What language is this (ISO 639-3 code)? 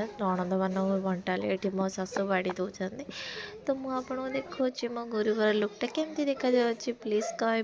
ori